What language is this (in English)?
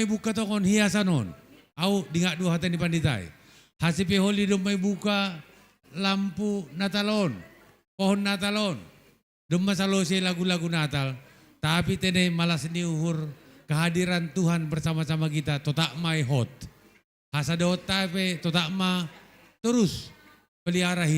Batak Simalungun